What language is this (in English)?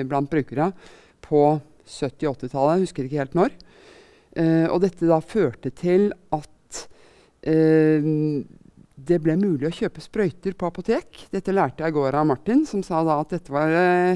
Norwegian